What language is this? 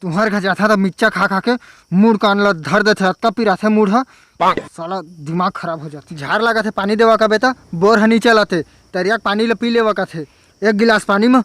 Chhattisgarhi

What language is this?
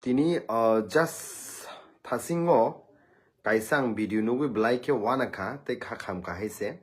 Kok Borok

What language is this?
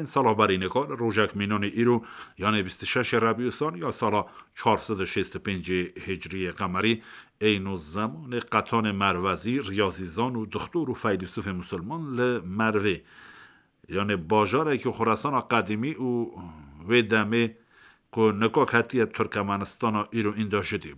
Kurdish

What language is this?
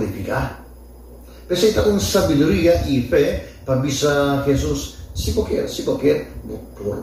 Papiamento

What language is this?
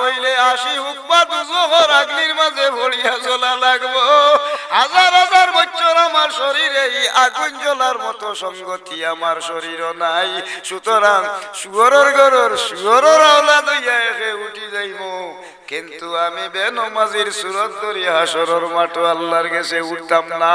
Sylheti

